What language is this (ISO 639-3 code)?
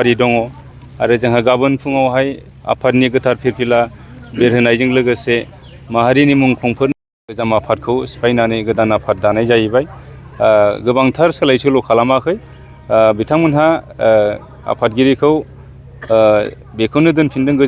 brx